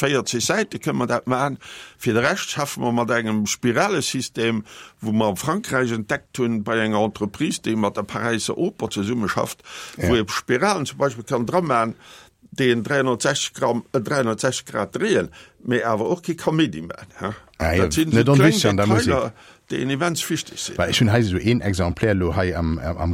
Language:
Luxembourgish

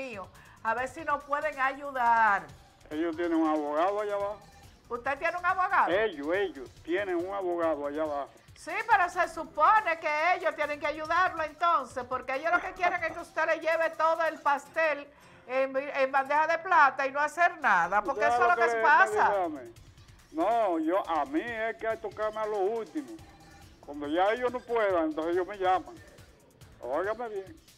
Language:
Spanish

